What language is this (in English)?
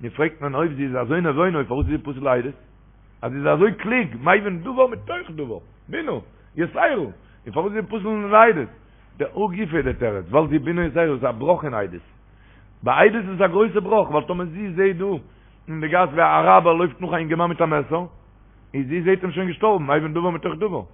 Yiddish